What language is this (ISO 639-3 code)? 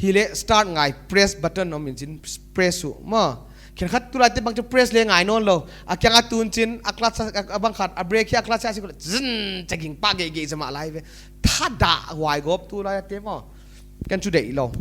pck